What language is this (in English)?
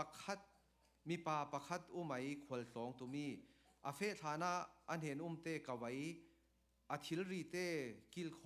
Falam Chin